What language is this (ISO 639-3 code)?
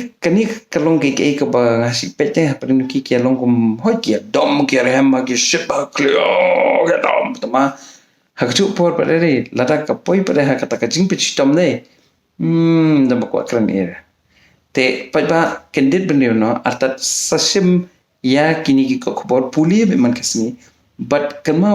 kha